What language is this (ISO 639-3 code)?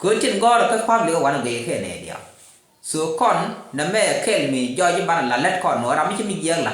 nus